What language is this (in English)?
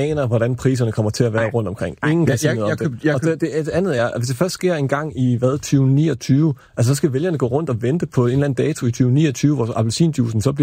Danish